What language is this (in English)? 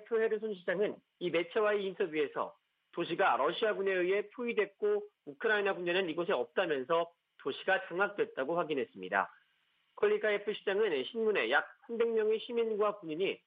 Korean